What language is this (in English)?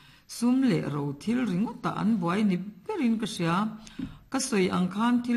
Mizo